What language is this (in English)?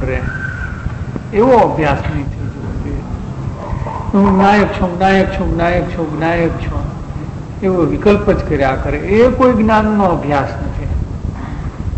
Gujarati